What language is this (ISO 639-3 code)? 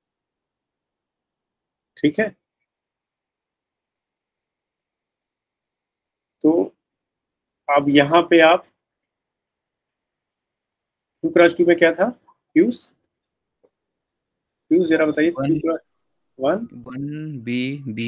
hin